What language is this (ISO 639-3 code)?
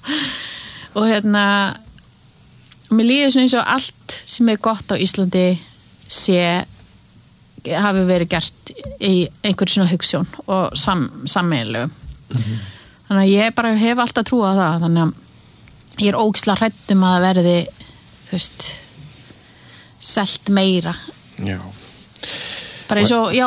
isl